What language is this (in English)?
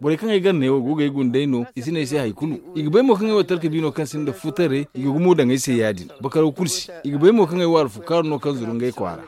Zarma